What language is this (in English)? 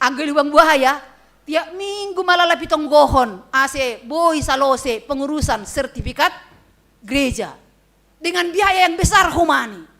Batak Simalungun